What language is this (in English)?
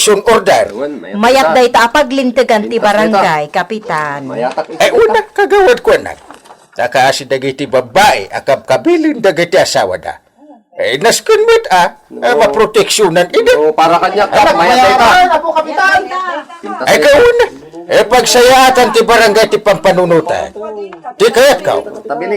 Iloko